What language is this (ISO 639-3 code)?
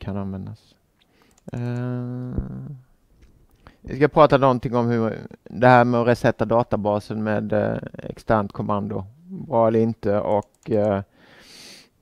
swe